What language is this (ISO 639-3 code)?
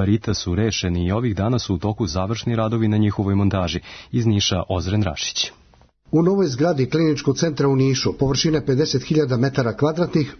srp